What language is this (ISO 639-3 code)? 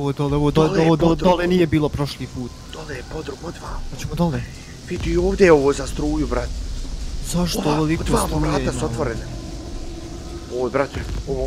bos